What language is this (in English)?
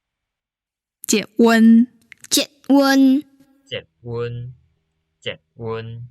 Min Nan Chinese